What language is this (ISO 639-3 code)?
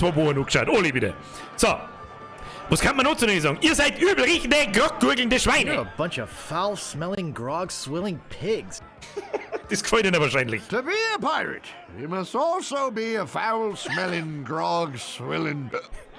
bar